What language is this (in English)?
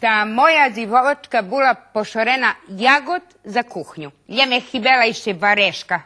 Rusyn